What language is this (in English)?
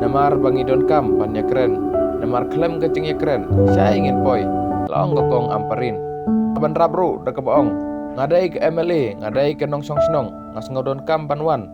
Khasi